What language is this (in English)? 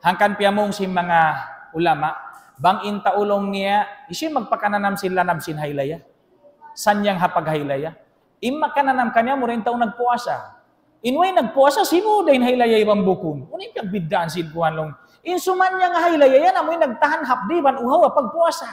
Tausug